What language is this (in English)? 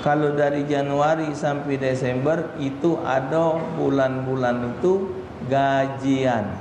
Musi